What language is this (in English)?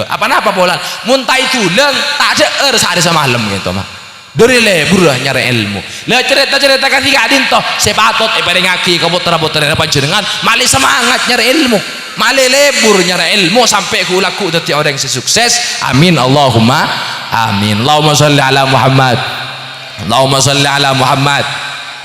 Madurese